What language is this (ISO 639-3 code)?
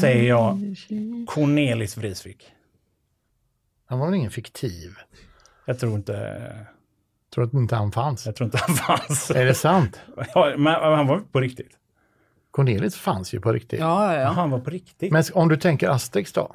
swe